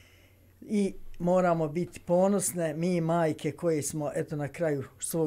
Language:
Bosnian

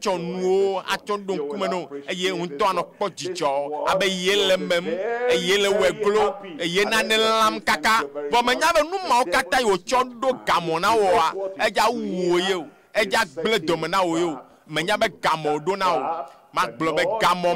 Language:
Ewe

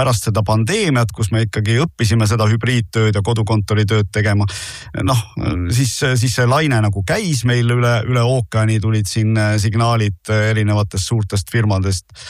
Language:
Estonian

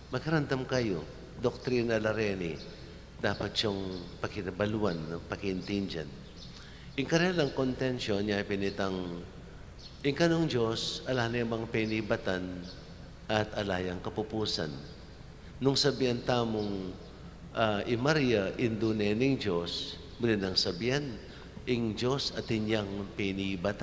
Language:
Pampanga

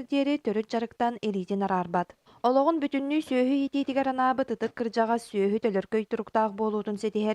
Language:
Yakut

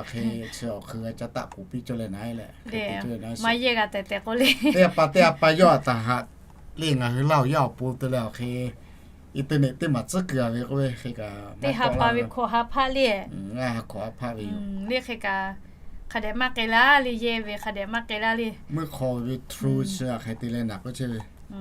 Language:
Lahu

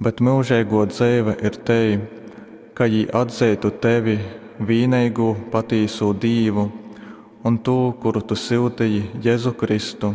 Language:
Latgalian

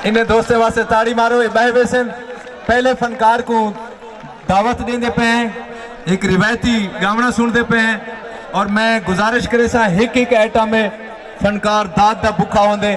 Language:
Saraiki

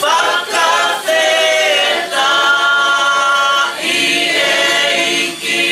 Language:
Tongan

